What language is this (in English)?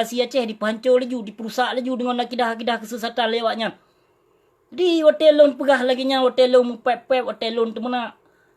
Achinese